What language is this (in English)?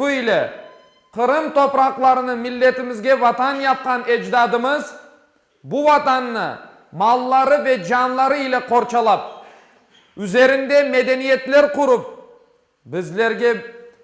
Crimean Tatar